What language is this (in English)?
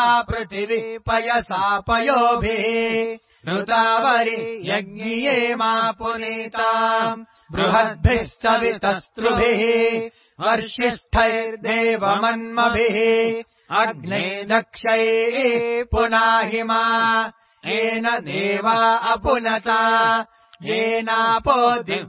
Sanskrit